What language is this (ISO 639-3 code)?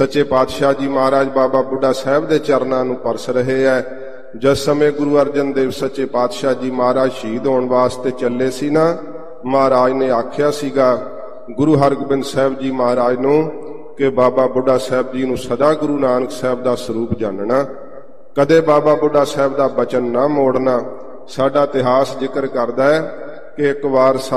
pan